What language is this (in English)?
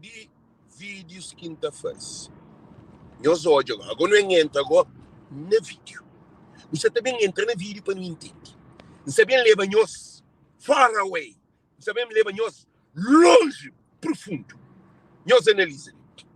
Kabuverdianu